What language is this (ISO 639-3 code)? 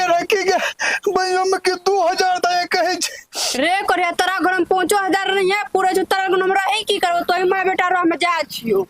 mai